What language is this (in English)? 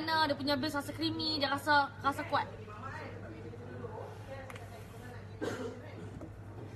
Malay